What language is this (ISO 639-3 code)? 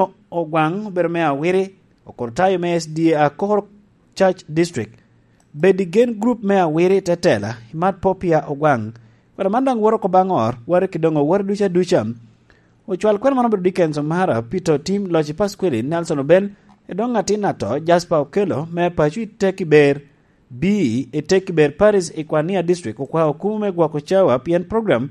laj